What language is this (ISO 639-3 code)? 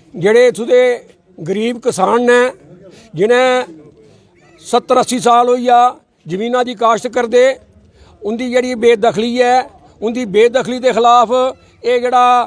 doi